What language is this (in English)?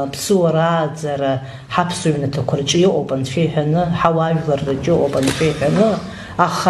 Abkhazian